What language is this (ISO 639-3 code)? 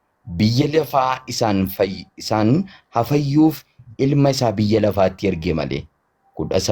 orm